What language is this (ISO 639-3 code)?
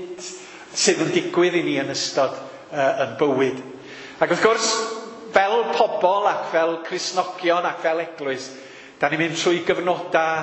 cym